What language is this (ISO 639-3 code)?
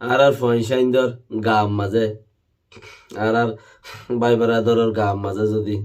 rhg